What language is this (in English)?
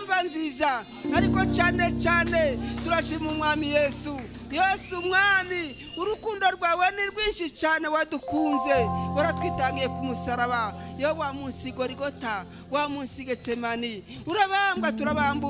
Kinyarwanda